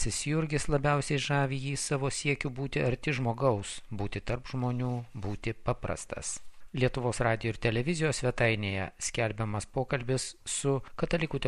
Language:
Lithuanian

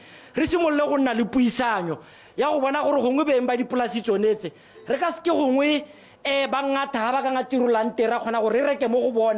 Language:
Tswana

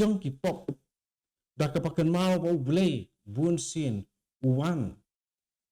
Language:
Khasi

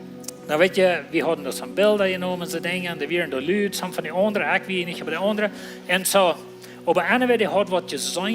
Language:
Plautdietsch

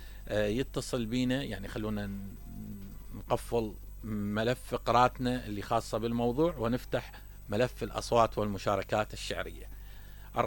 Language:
Mesopotamian Arabic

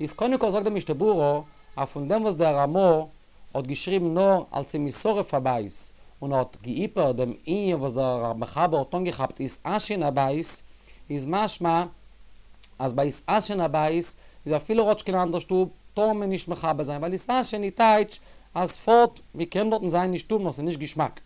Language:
Yiddish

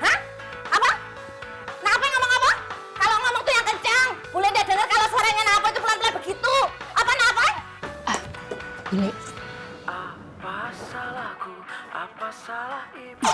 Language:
Betawi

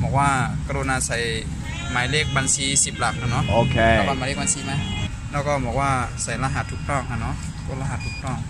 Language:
Shan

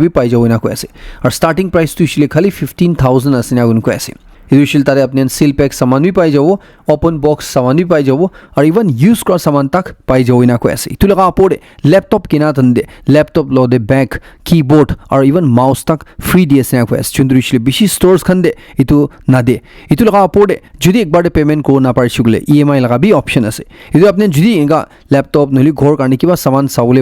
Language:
Naga Pidgin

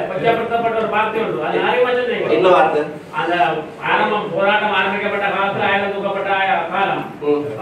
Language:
Tamil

